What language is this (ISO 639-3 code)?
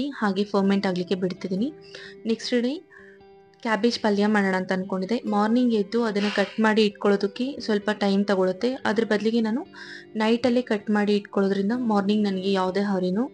kan